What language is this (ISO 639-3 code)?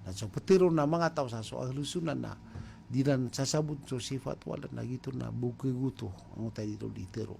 mrw